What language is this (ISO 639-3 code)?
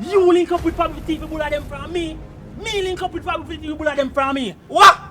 jam